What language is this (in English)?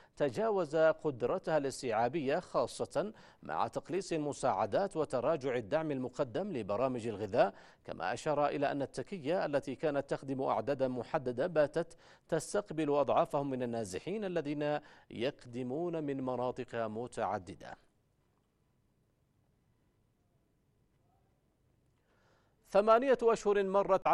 Arabic